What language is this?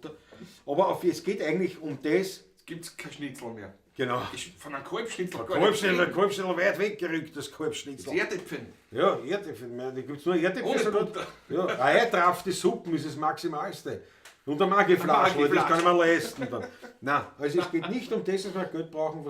Bavarian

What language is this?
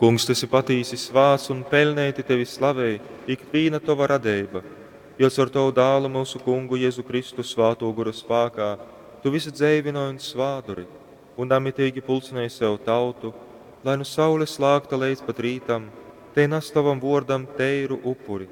Latgalian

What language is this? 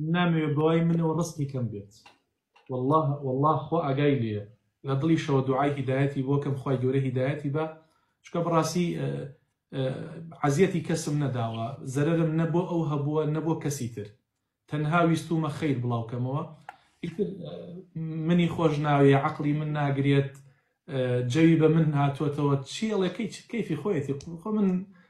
Central Kurdish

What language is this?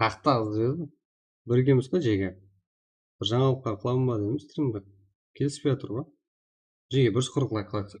Kara-Kalpak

